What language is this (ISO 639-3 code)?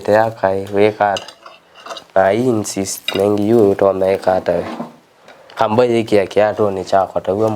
kam